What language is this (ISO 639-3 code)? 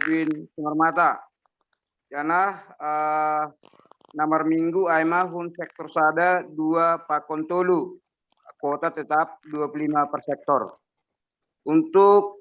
bts